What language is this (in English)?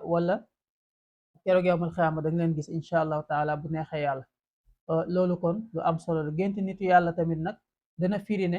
Wolof